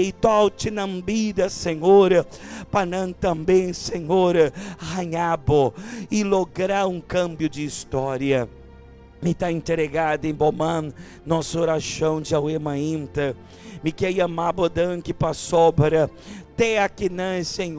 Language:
Papiamento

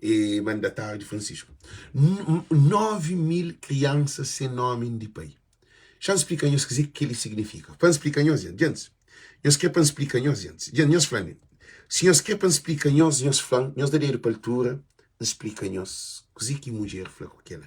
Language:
Kabuverdianu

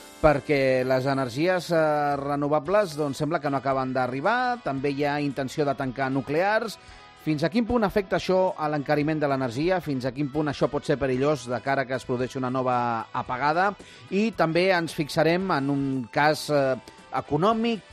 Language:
Catalan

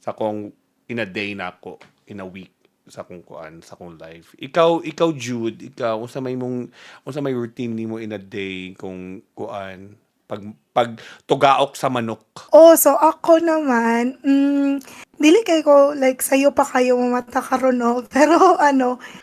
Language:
Cebuano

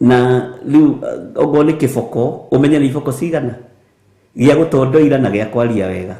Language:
Kikuyu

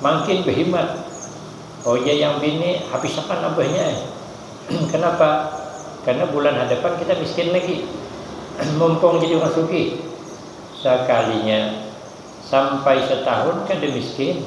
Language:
Banjar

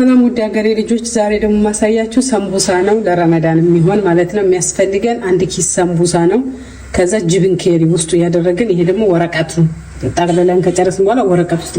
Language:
Amharic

